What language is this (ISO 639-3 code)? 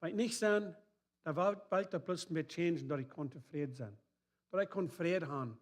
pdt